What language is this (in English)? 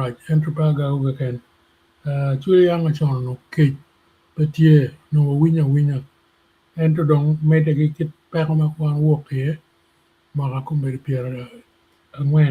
Acoli